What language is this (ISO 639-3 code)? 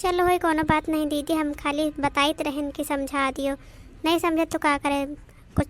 awa